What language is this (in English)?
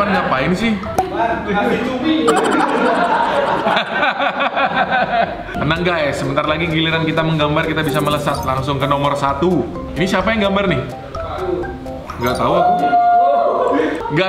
Indonesian